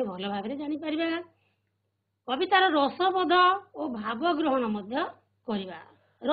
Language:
Odia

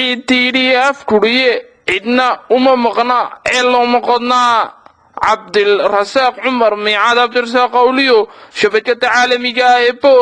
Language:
Somali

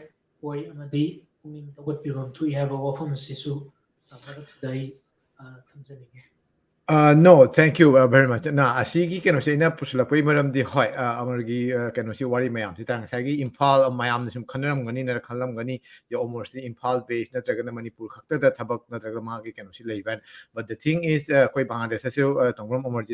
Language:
Manipuri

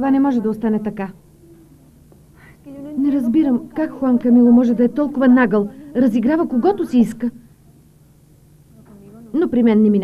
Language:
Bulgarian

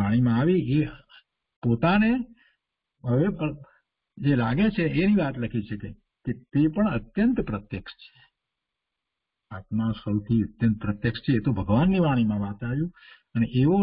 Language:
Gujarati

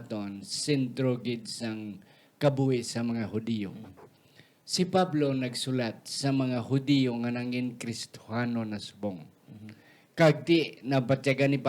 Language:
Hiligaynon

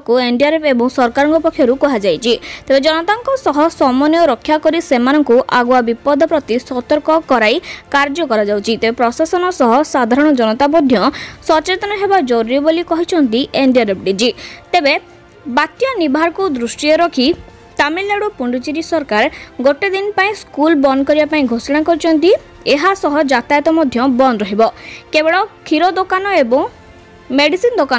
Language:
Odia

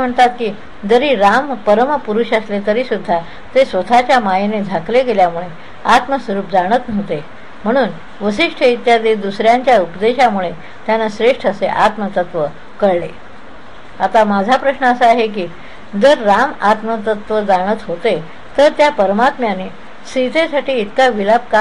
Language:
Marathi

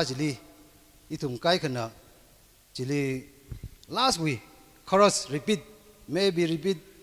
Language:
Tangkhul Naga (India)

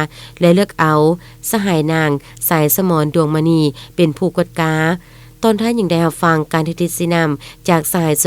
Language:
Lao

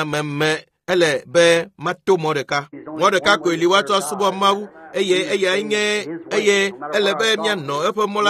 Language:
Ewe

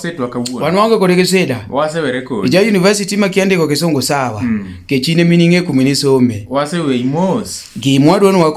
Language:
Luo (Kenya and Tanzania)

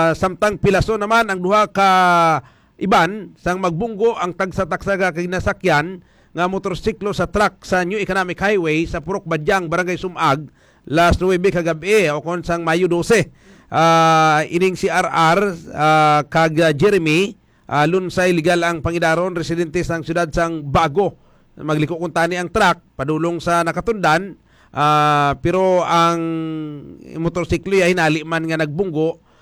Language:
Hiligaynon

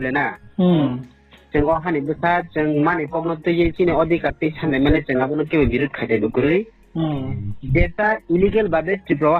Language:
Riang (India)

